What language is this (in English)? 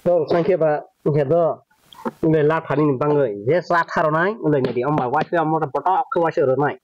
Kok Borok